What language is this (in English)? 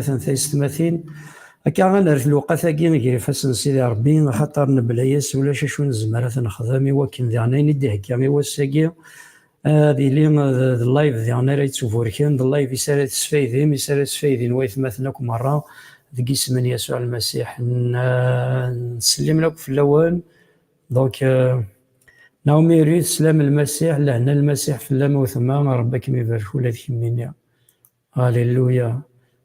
Kabyle